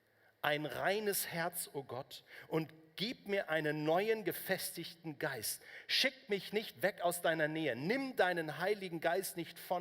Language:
Swiss German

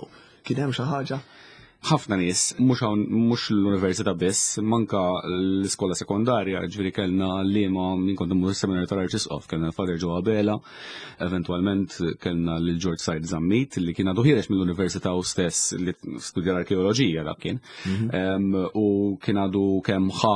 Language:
Maltese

